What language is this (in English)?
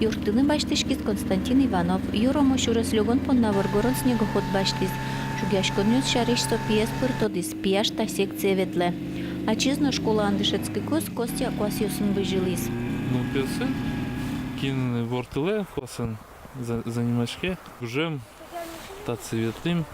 Udmurt